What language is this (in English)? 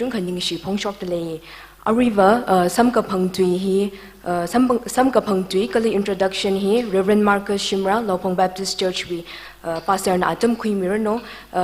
Tangkhul Naga (India)